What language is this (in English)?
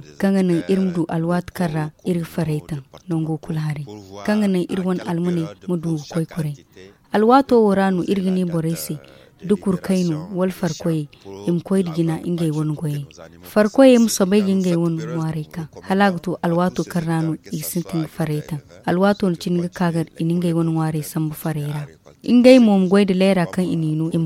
Zarma